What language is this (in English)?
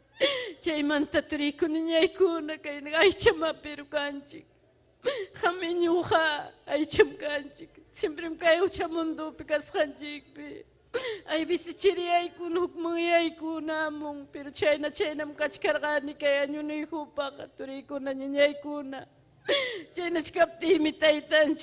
Ayacucho Quechua